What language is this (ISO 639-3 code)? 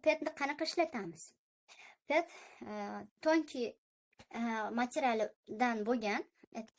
uzb